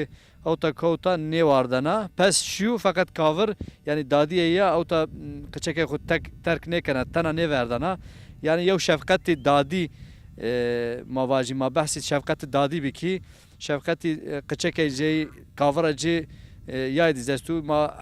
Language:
Zaza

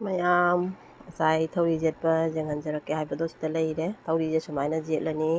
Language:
Manipuri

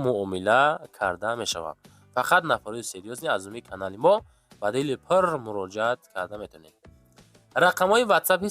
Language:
Tajik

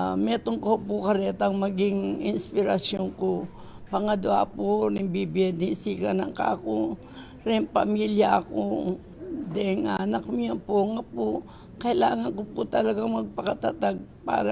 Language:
Pampanga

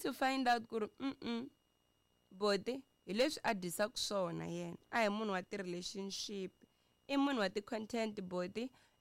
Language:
Tsonga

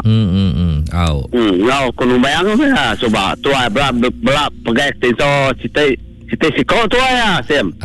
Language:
Iban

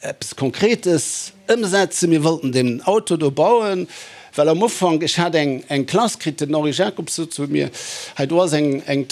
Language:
Luxembourgish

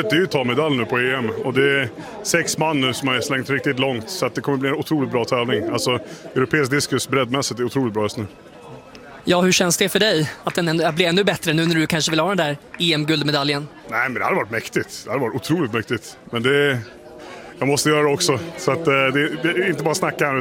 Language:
Swedish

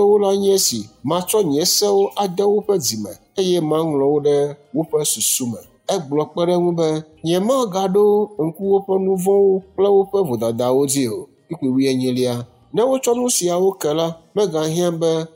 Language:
Ewe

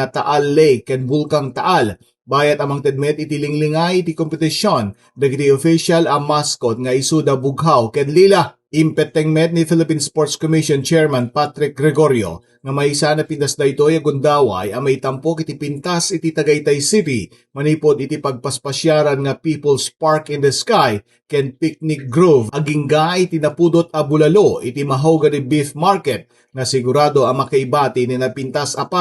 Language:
Iloko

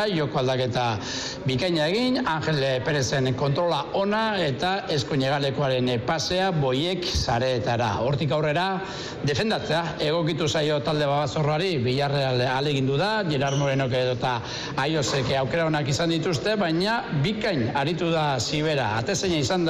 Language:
Basque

